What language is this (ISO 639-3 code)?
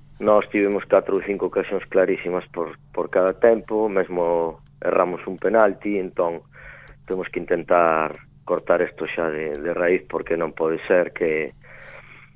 glg